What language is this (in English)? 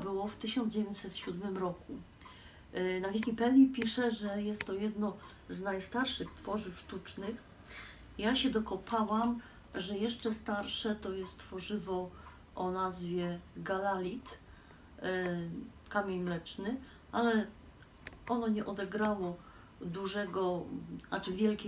Silesian